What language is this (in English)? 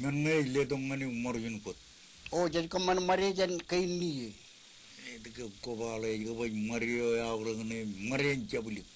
Marshallese